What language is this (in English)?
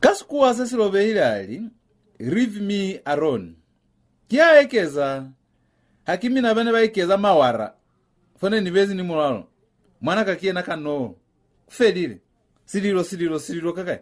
Lozi